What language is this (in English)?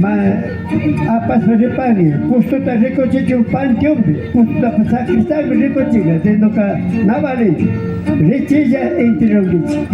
Imbabura Highland Quichua